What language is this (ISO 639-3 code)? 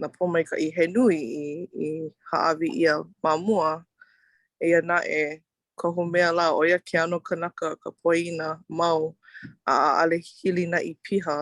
haw